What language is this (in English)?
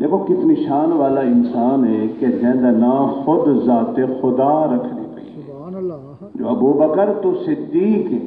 Saraiki